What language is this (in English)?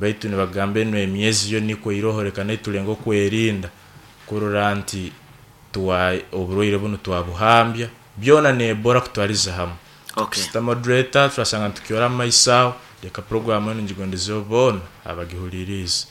Nyankole